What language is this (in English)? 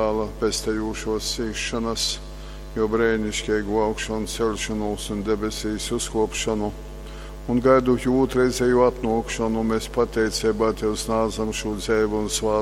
Latgalian